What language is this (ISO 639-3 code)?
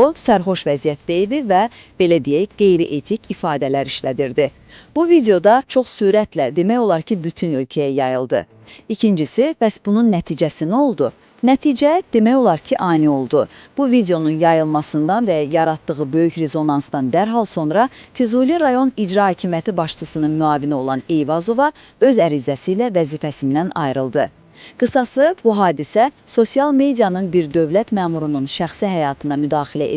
aze